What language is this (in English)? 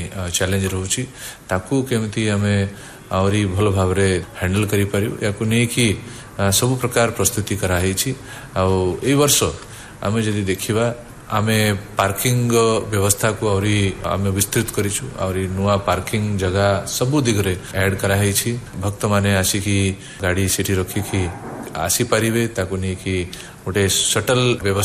Odia